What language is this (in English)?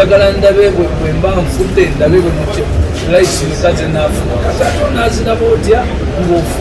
Ganda